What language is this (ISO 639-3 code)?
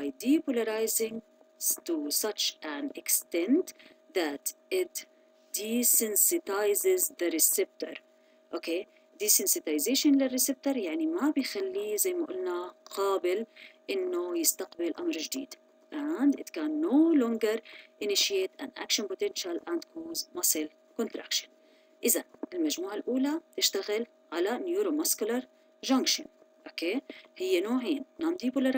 ara